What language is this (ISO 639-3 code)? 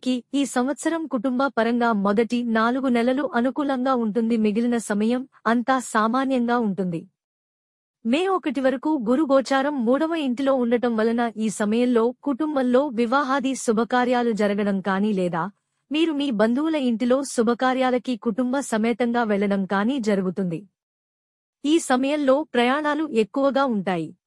tel